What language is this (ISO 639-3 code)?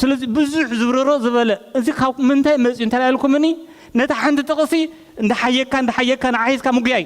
tir